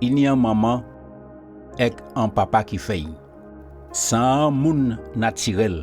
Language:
Guadeloupean Creole French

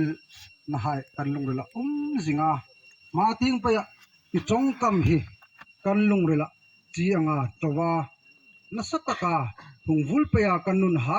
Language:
Hmar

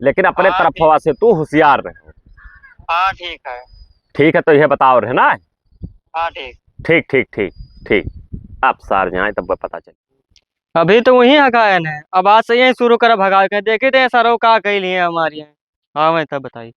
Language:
Awadhi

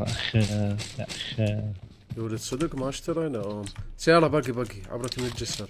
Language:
Mesopotamian Arabic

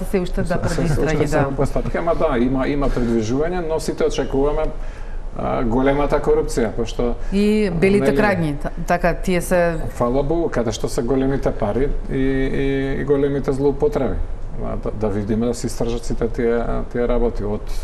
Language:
Macedonian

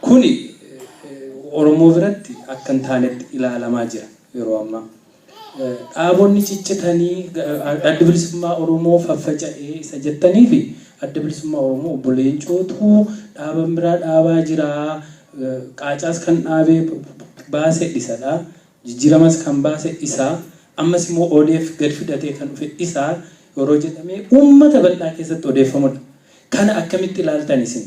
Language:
Oromo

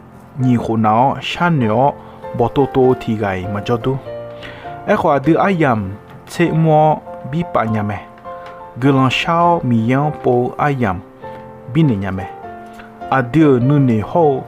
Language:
Akha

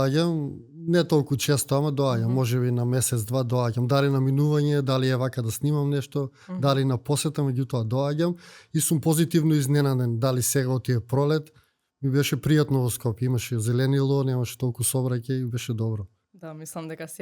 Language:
Macedonian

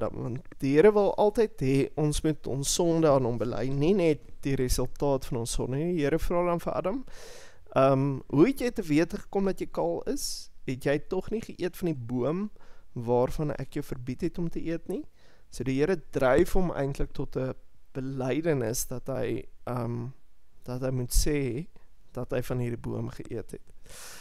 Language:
Afrikaans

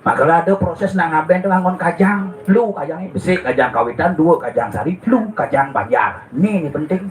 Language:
Balinese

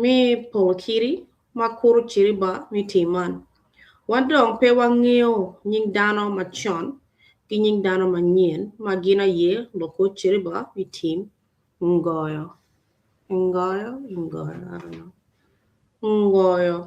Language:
Acoli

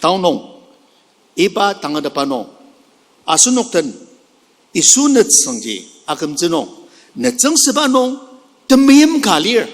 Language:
Ao Naga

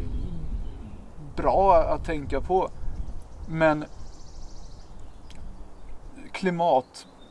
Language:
Swedish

